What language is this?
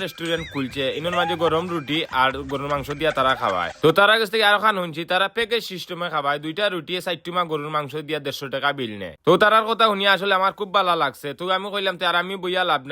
Sylheti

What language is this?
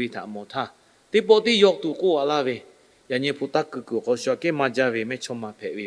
Lahu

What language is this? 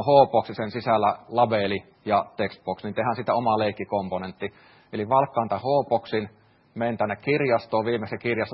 Finnish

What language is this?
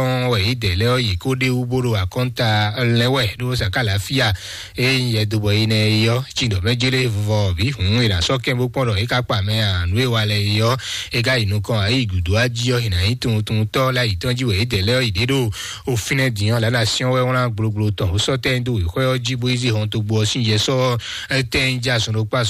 Fon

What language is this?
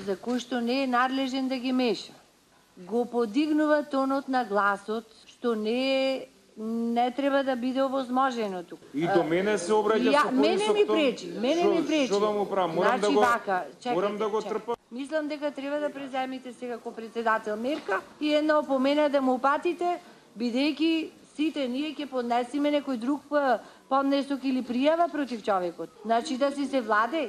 Macedonian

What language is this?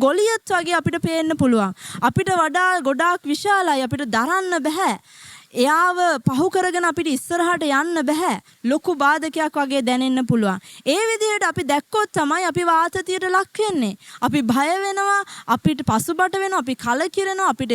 Sinhala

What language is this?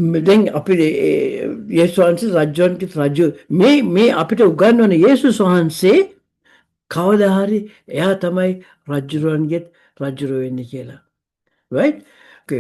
Sinhala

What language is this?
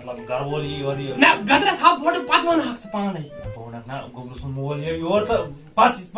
Kashmiri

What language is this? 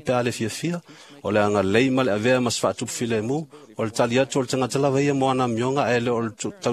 Samoan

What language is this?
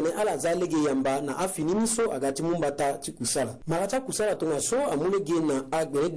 Sango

